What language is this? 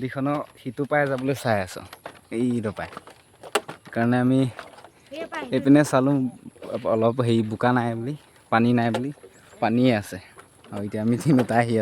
Assamese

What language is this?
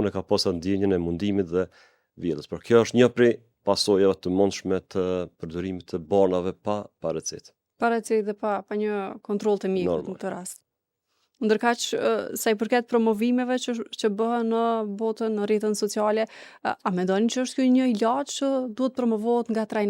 Albanian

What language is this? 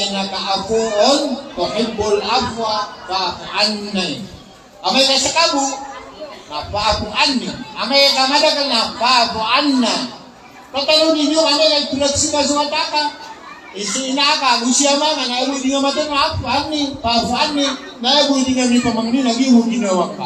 Maranao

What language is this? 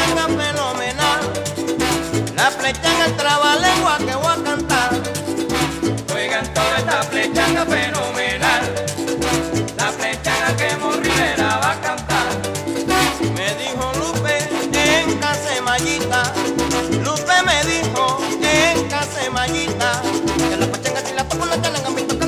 Spanish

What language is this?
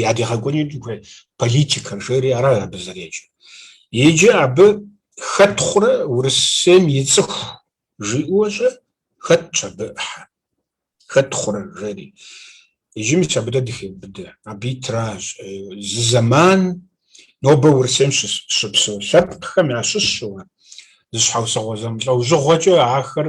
Kabardian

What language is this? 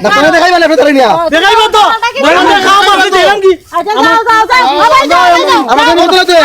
Sylheti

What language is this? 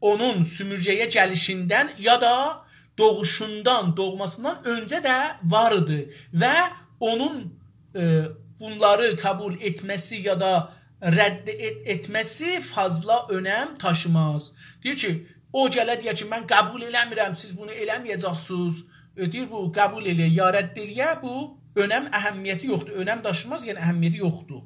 South Azerbaijani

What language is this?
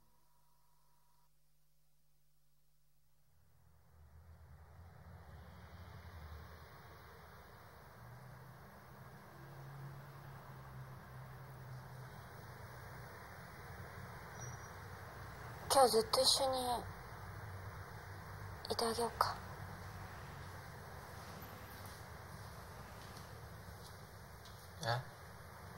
Japanese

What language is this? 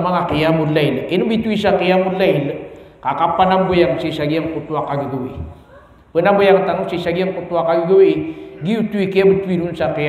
Maranao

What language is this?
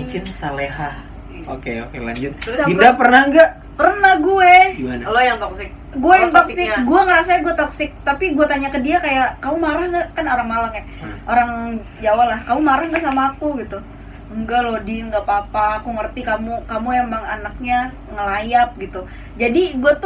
Indonesian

